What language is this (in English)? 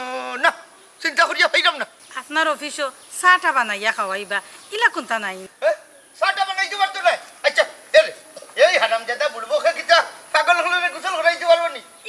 Sylheti